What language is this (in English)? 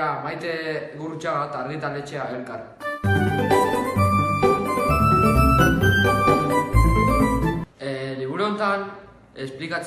Basque